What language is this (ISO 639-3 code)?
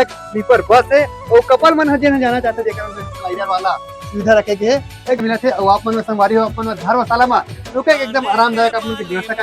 hne